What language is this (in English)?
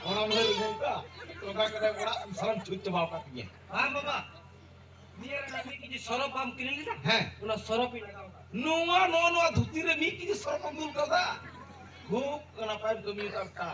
Santali